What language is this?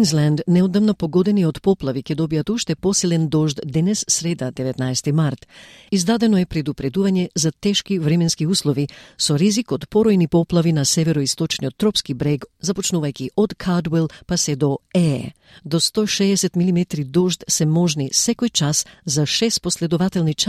Macedonian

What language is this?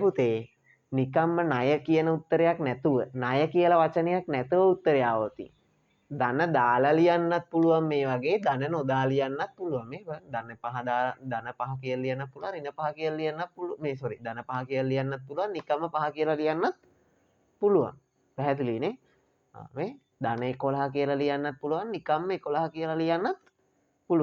Sinhala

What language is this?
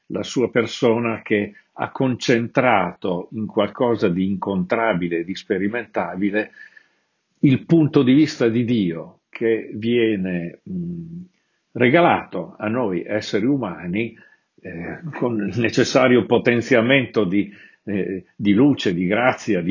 Italian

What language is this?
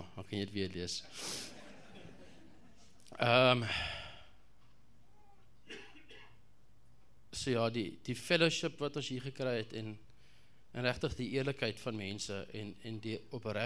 Afrikaans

